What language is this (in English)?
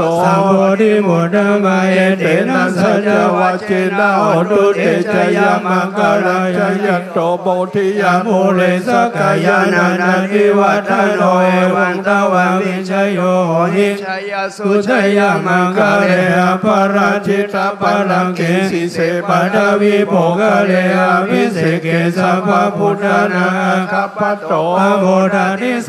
Pali